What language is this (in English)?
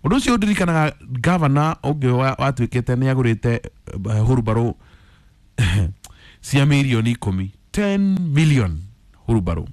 Kikuyu